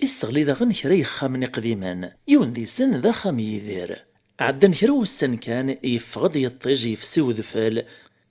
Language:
Kabyle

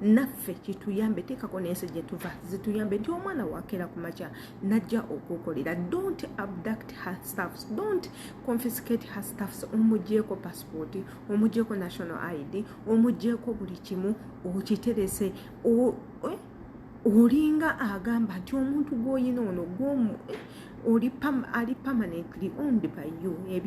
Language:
Ganda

